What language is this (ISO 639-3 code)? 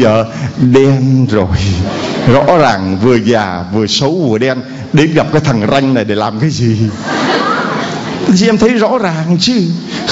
vie